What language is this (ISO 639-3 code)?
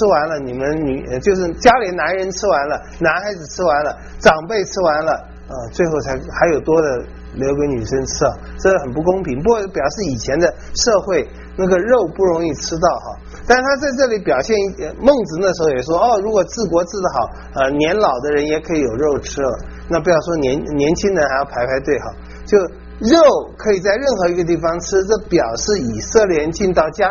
zho